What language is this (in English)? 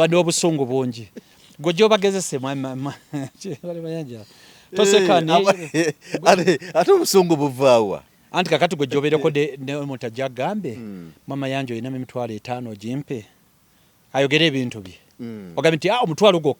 Ganda